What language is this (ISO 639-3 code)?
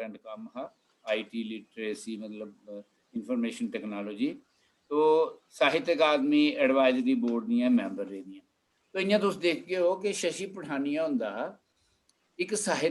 doi